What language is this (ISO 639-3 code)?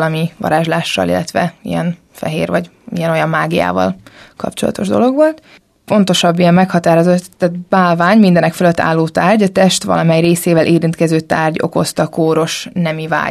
hun